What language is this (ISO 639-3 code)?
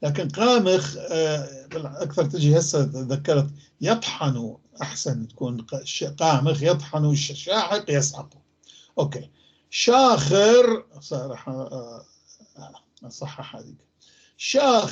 apc